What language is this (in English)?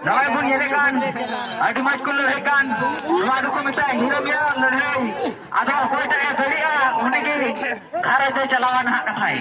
Santali